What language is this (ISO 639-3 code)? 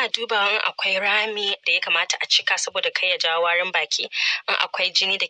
hau